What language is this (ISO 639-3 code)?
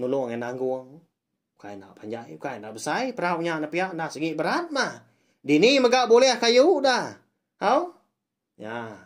iba